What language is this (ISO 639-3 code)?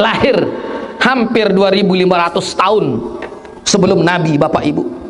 sas